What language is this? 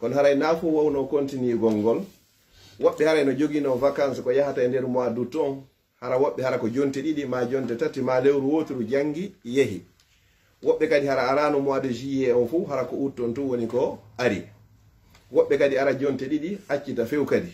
Pular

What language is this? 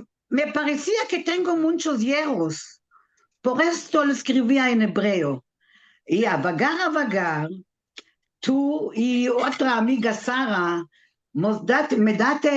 Ladino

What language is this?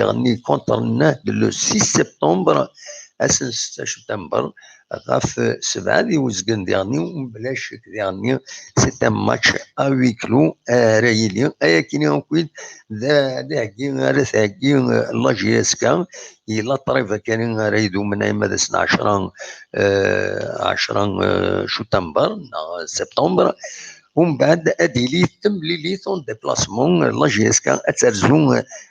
Kabyle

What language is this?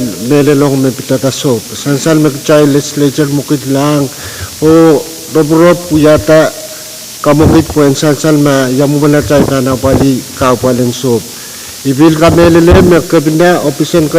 Pohnpeian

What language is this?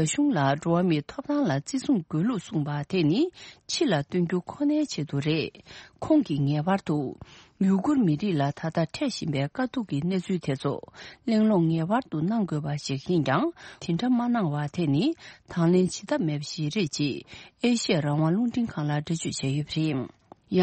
Tibetan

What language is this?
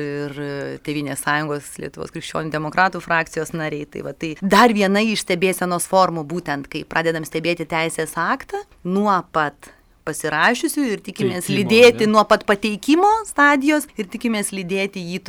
Lithuanian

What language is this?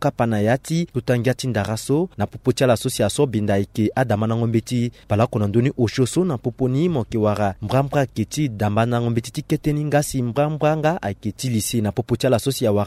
Sango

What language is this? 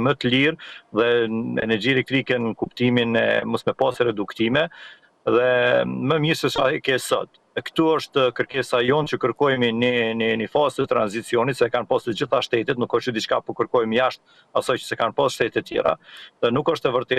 Albanian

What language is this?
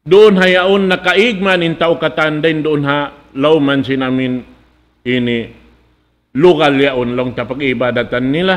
Tausug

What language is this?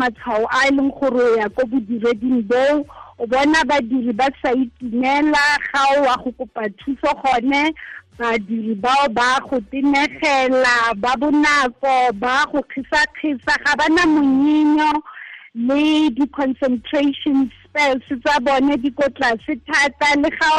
Tswana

